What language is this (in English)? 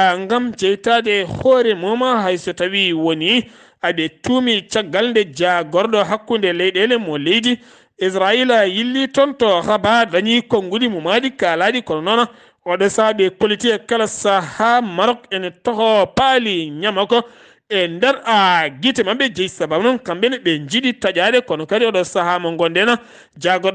Fula